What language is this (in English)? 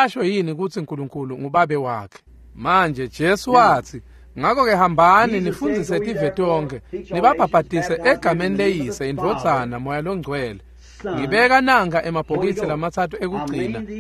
Swati